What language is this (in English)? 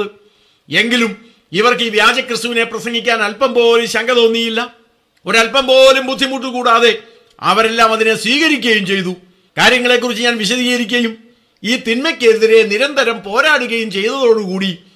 Malayalam